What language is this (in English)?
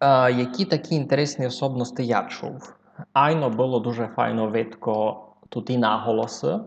Rusyn